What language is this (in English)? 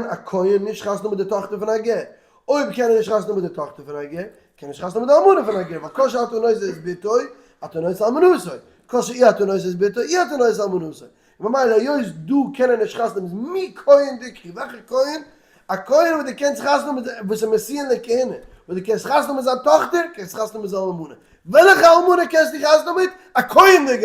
Yiddish